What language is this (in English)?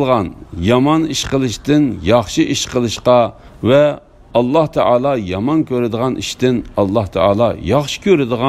Uyghur